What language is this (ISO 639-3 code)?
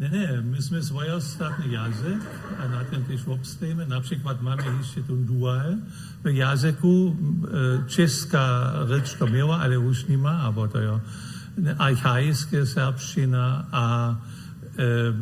hsb